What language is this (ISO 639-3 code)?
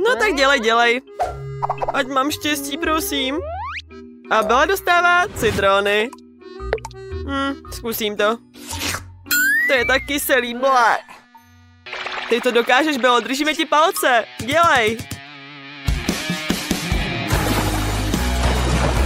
ces